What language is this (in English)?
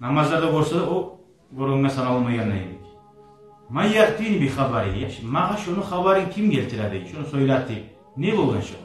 Kumyk